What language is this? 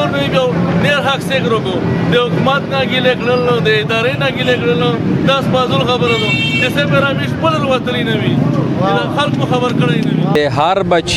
Pashto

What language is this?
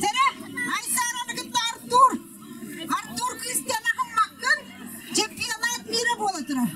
Yakut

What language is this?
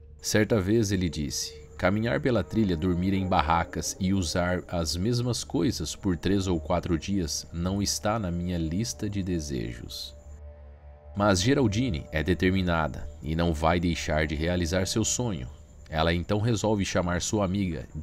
Portuguese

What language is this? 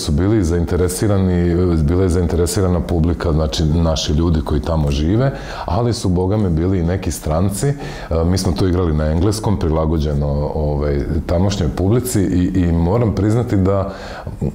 Croatian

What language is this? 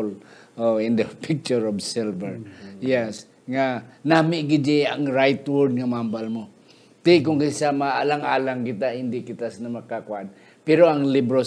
Hiligaynon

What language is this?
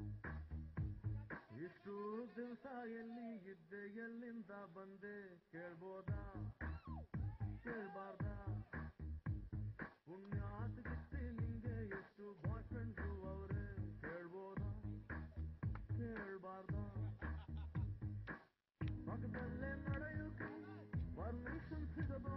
Kannada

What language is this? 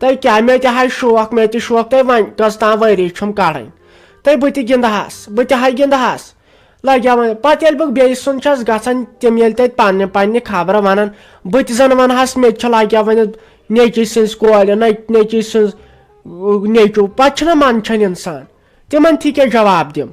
Kashmiri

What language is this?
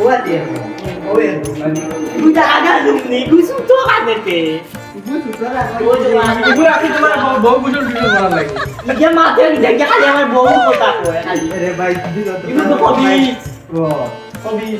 Sylheti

